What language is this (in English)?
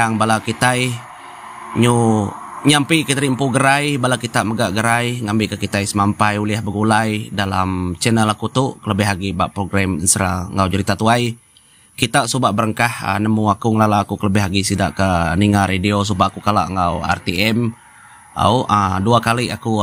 Iban